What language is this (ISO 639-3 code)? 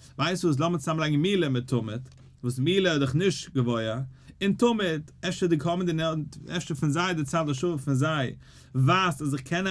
yid